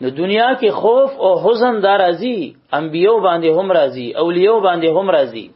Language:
Pashto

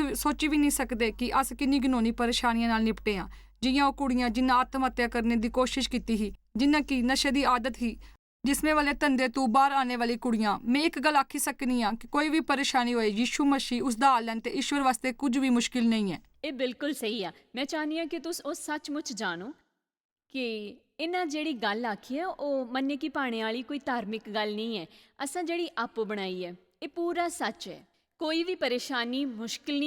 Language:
Dogri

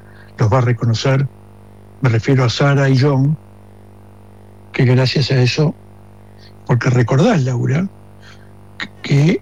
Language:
Spanish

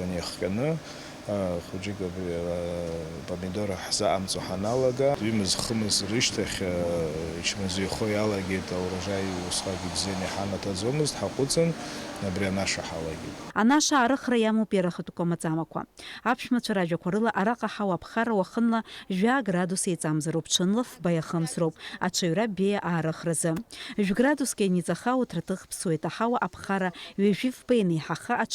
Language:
Abkhazian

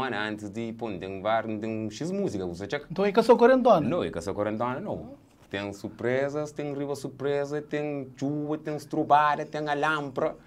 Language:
Kabuverdianu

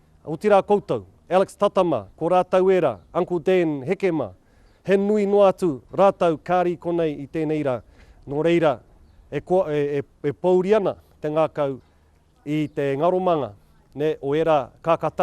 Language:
Māori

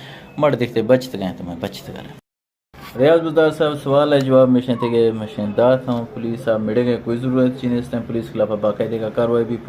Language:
Eastern Balochi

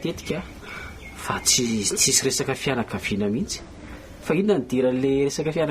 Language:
Malagasy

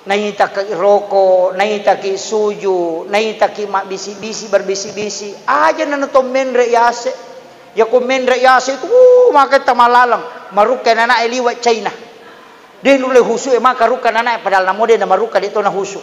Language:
Buginese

